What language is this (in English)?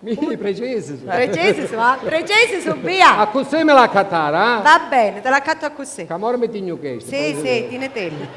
Sicilian